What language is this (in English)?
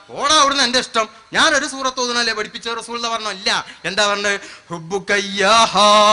Malayalam